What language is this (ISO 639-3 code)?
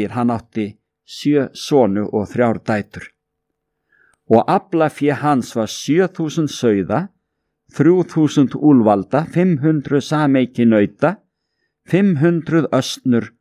isl